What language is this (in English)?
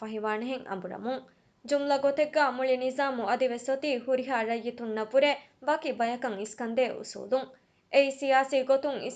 Divehi